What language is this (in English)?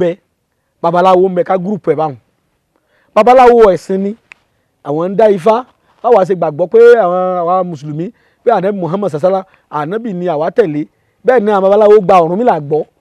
Yoruba